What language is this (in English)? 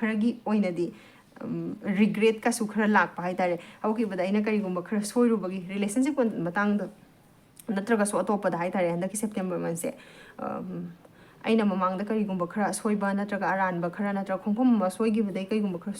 Manipuri